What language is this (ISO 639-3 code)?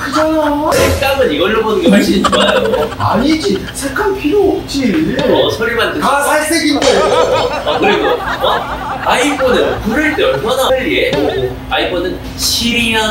kor